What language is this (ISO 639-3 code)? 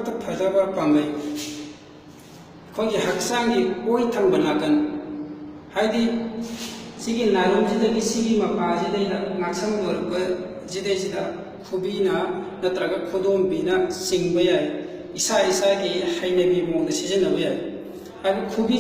mni